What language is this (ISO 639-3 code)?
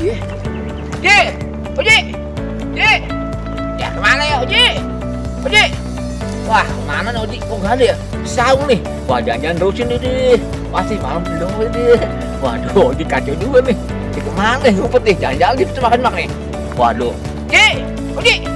bew